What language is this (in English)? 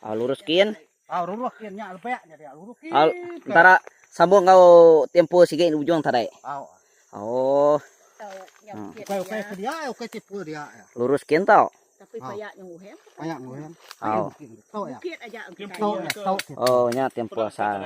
Iban